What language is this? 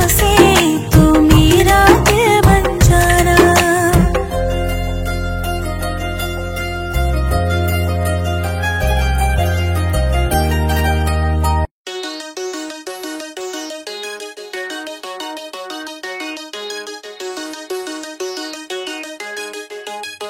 Hindi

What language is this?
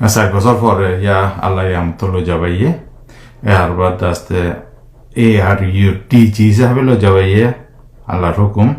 Rohingya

